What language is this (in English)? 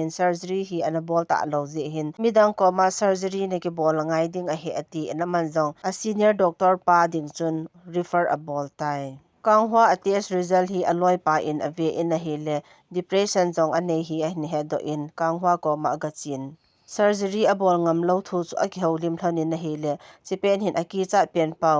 Thado Chin